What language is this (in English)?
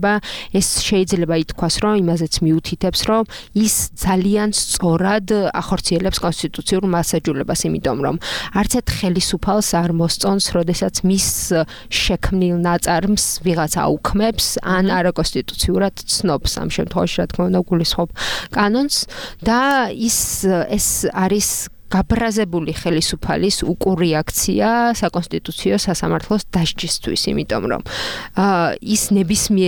Georgian